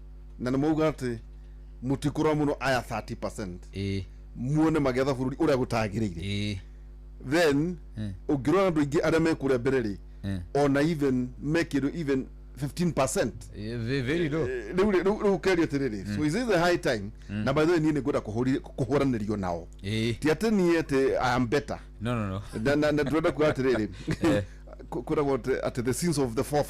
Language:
Kikuyu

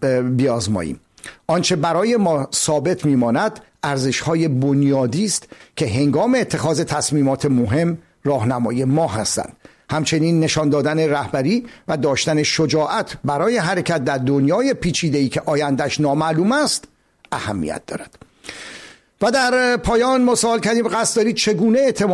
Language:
Persian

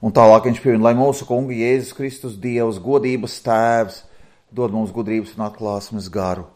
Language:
Latvian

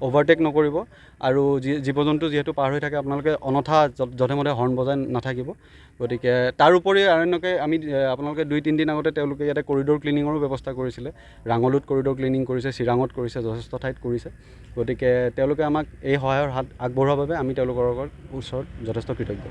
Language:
Assamese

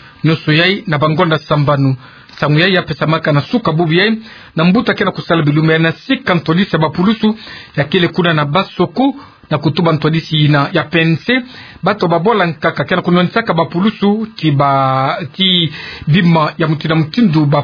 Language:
Kituba (Democratic Republic of Congo)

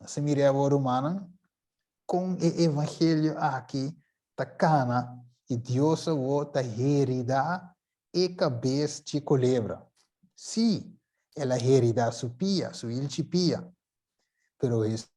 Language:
Papiamento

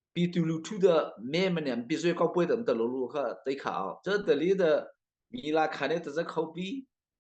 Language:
Mara Chin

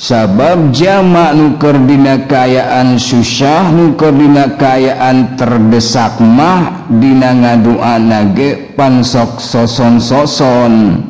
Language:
Sundanese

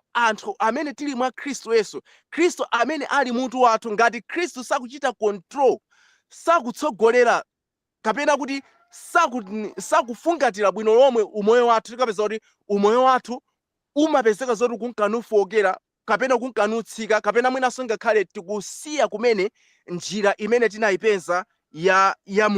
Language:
Nyanja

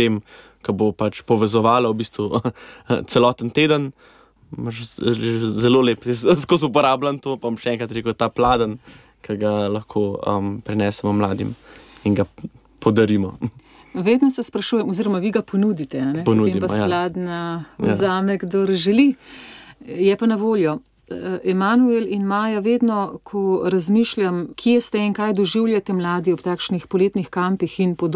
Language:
Slovenian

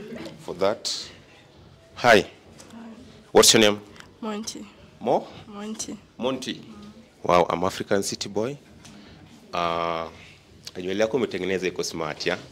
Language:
Swahili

